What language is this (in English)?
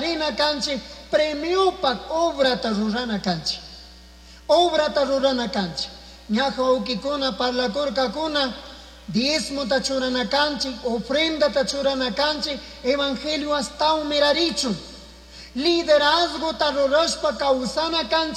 Chimborazo Highland Quichua